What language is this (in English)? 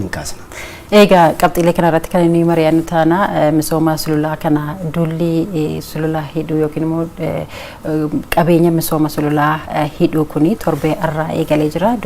Oromo